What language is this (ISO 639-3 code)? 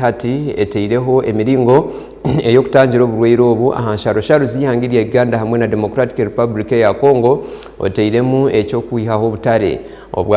nyn